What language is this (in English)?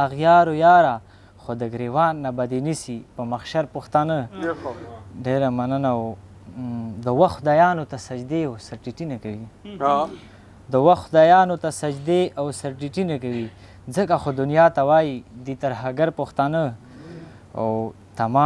Pashto